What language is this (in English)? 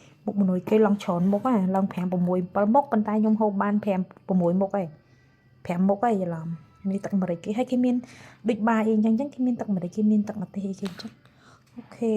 Khmer